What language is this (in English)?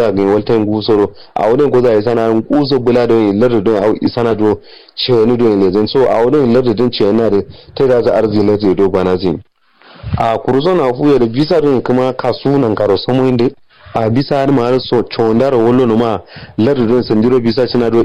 Kanuri